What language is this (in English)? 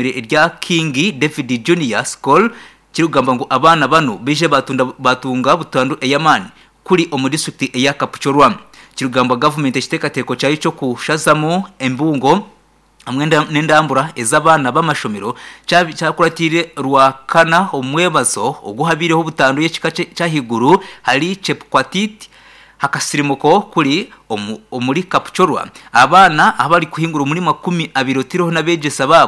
Nyankole